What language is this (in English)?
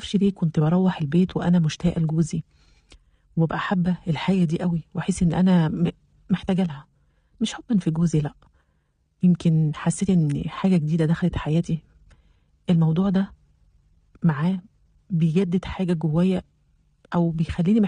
Egyptian Arabic